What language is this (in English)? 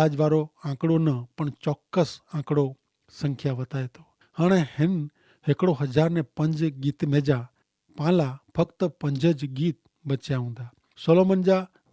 Kachhi